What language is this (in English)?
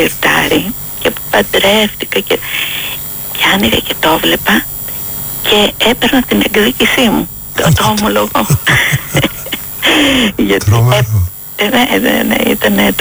Greek